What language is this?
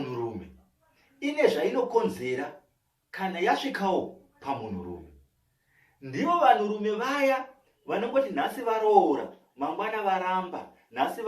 Shona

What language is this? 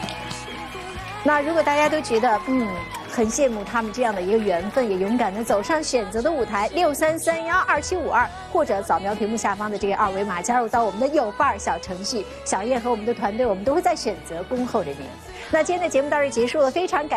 Chinese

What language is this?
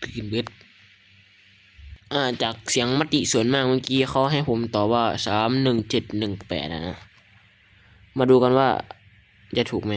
Lao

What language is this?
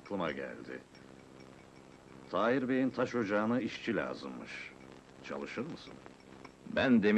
Turkish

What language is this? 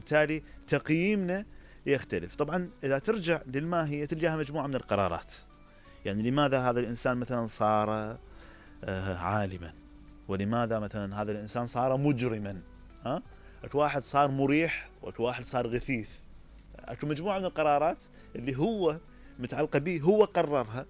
Mesopotamian Arabic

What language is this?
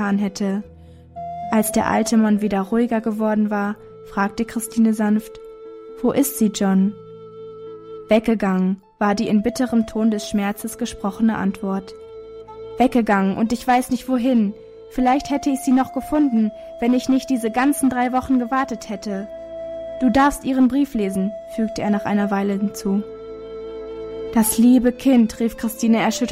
German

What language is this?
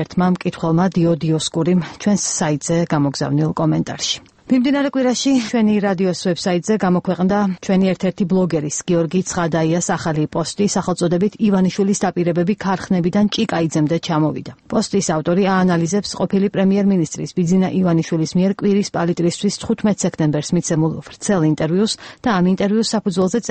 Georgian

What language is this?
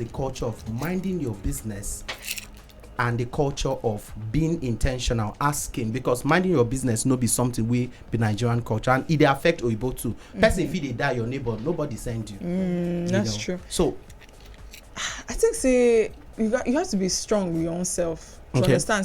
Nigerian Pidgin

